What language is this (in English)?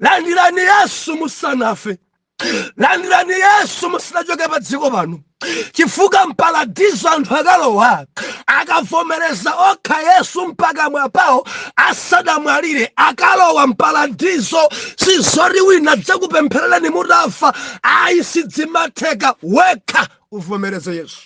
Nyanja